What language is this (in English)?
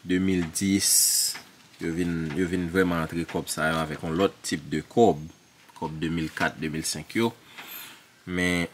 Haitian Creole